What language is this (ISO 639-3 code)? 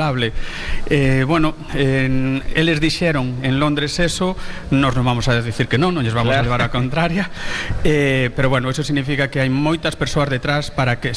glg